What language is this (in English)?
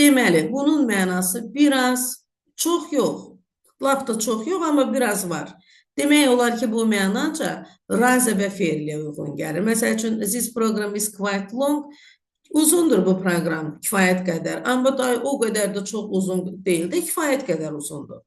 Azerbaijani